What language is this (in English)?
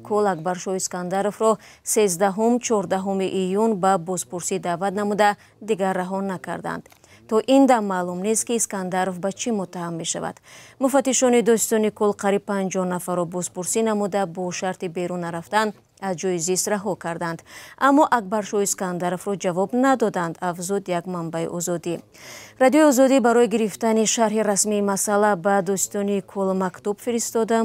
Tajik